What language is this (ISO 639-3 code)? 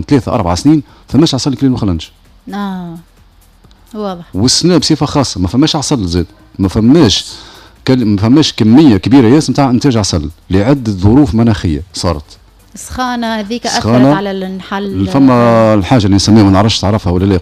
aeb